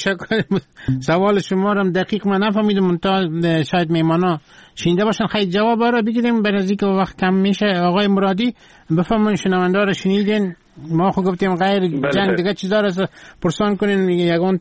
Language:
Persian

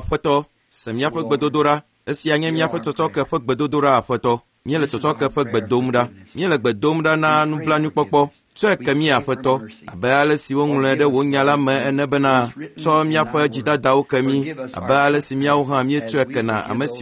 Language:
Ewe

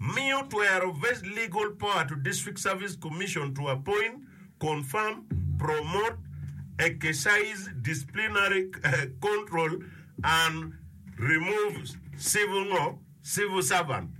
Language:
Acoli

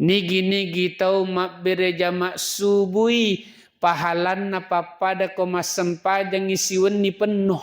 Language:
Buginese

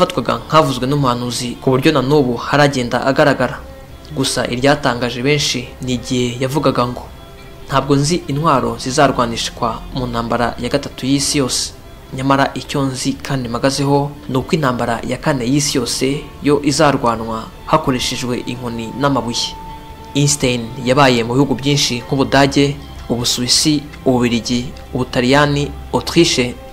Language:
Kinyarwanda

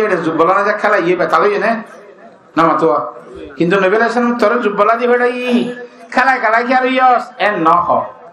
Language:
Rohingya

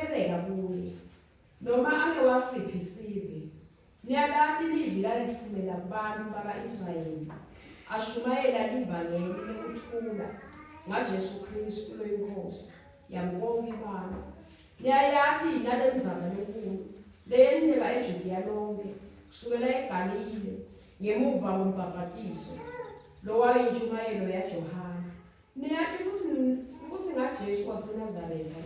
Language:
Swati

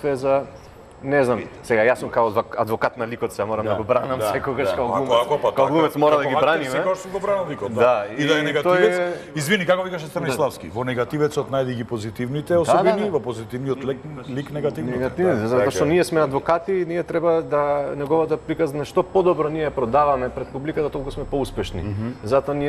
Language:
Macedonian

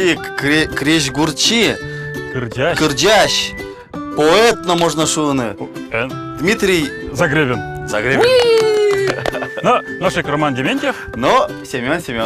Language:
Udmurt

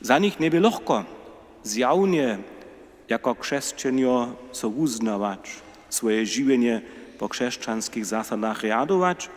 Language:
Upper Sorbian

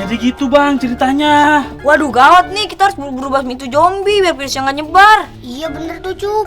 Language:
Betawi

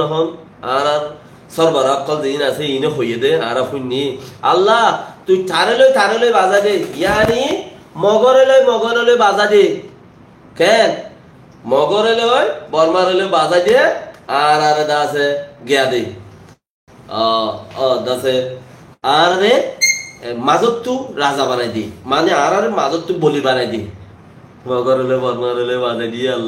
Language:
Rohingya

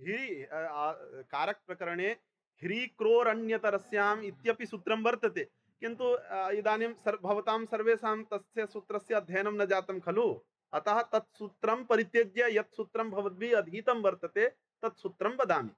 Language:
Sanskrit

